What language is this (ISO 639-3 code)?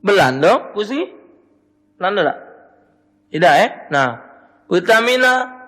mui